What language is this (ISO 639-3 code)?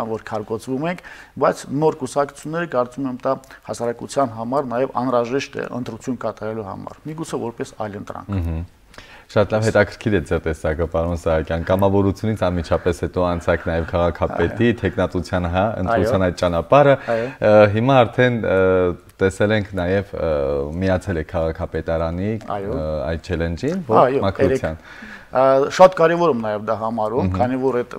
hye